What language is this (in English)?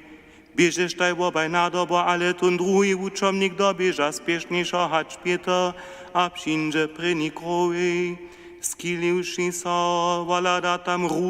Upper Sorbian